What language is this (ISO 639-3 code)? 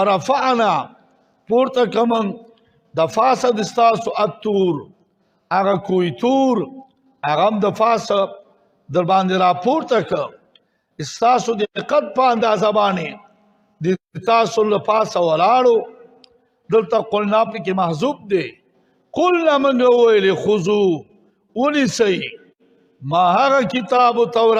pus